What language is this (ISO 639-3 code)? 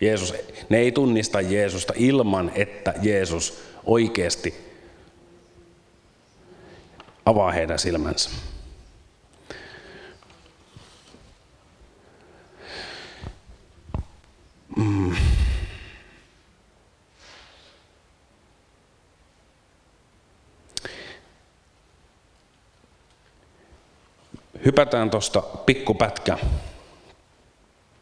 fin